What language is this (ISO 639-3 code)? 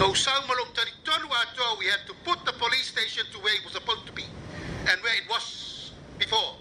smo